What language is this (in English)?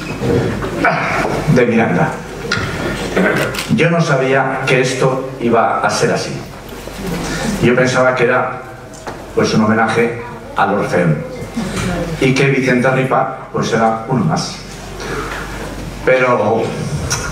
Spanish